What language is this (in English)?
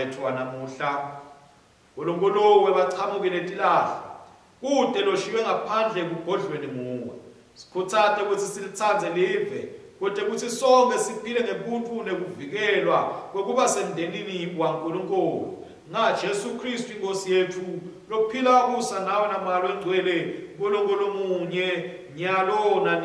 Swati